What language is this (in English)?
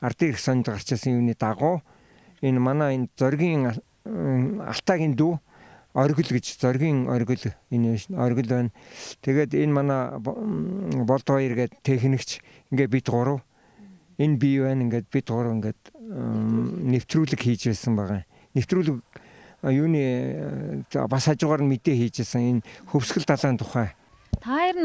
Mongolian